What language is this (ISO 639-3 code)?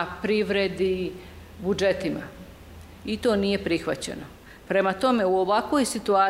bos